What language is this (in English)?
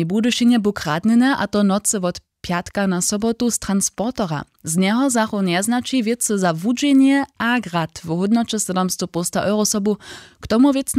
Upper Sorbian